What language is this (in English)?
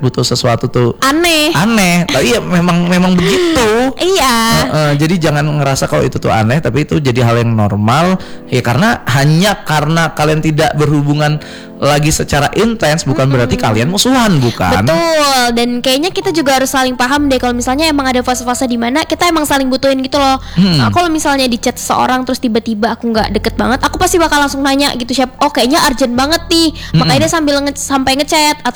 Indonesian